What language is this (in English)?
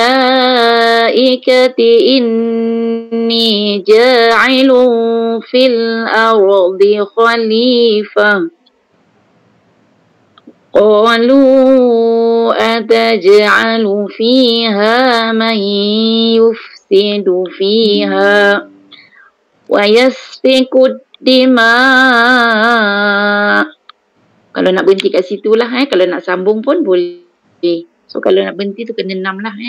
Malay